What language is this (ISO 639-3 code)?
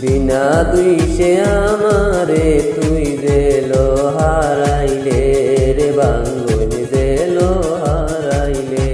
syl